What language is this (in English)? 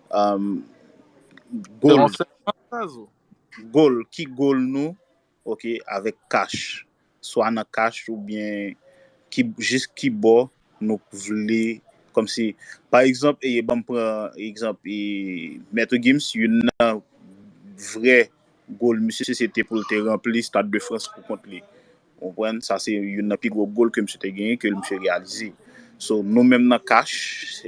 Haitian Creole